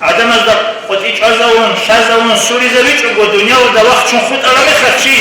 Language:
Avaric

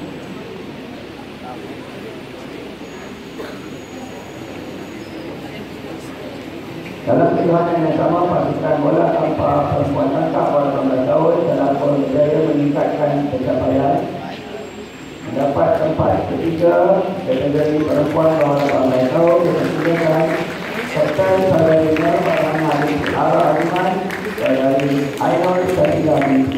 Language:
Malay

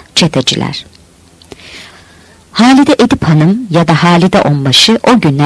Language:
Turkish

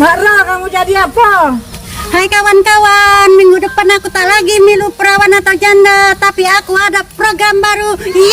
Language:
Musi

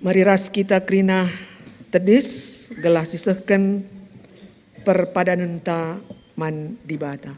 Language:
Batak Karo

